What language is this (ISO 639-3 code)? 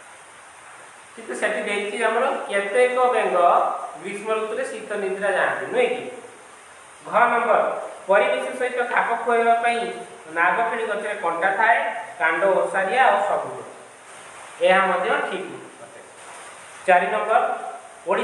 ori